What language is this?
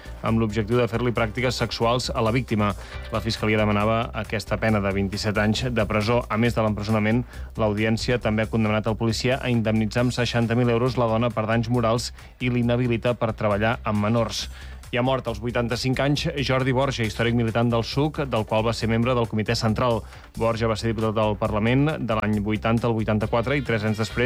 Catalan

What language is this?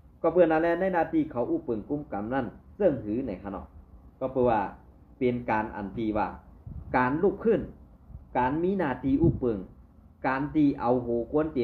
Shan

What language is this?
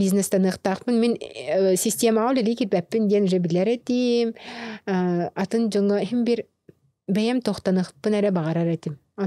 Yakut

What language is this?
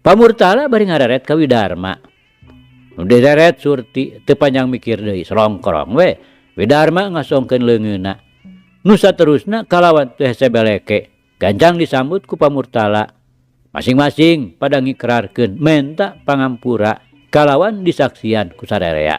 Sundanese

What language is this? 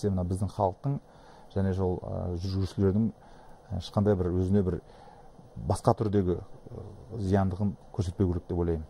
Kazakh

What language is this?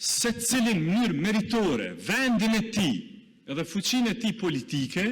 Albanian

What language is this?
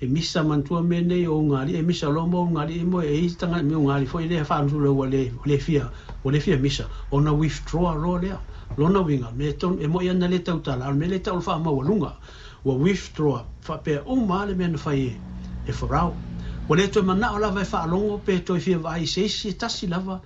Samoan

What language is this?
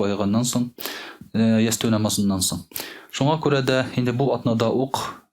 Tatar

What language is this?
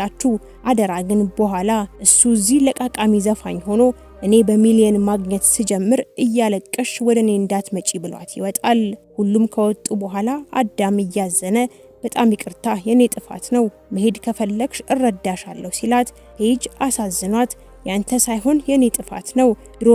Amharic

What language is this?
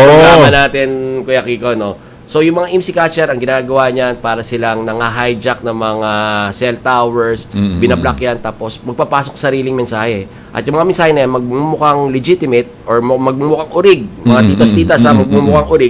Filipino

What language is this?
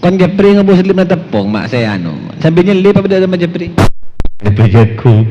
Madurese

